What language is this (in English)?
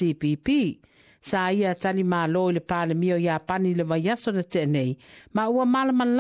Samoan